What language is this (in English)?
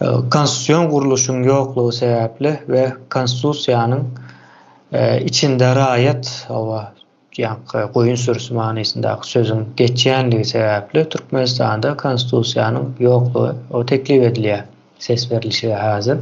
Turkmen